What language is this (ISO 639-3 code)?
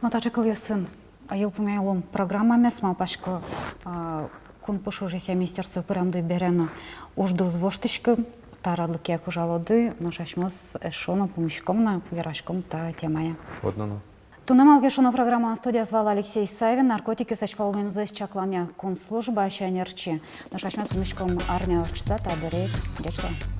udm